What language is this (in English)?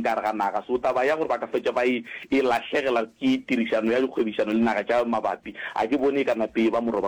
Northern Sotho